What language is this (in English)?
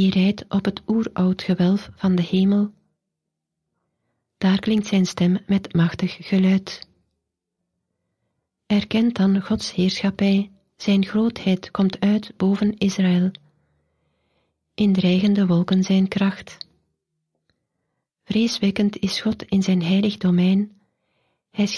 Dutch